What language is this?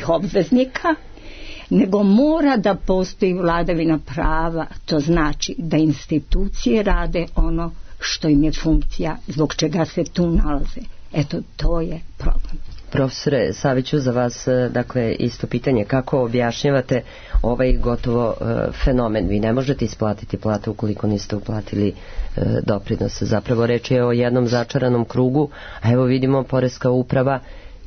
Serbian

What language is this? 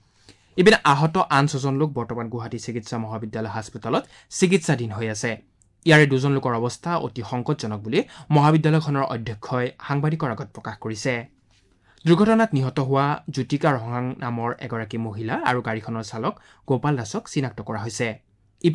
Assamese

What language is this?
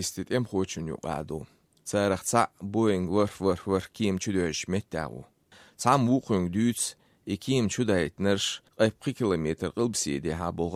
Azerbaijani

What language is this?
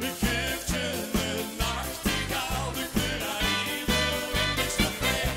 Limburgish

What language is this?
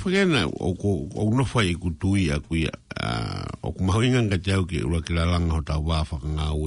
Tongan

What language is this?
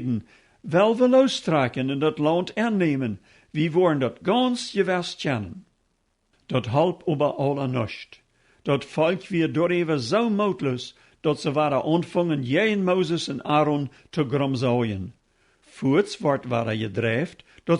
Plautdietsch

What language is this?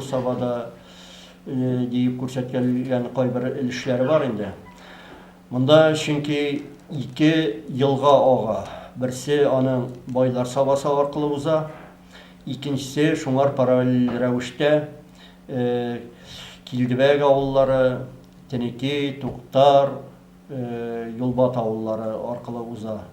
Tatar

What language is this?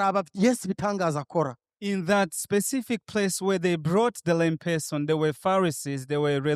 Rundi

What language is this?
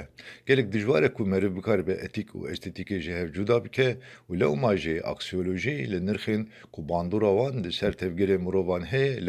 Kurdish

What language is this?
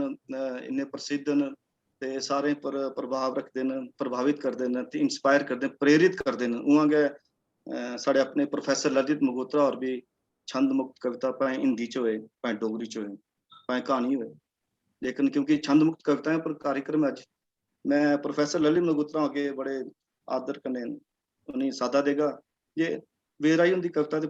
Dogri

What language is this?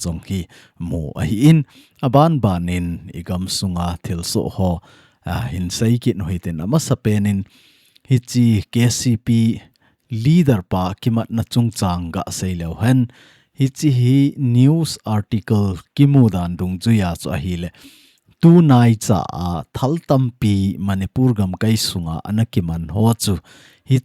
Thado Chin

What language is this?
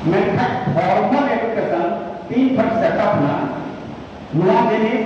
Santali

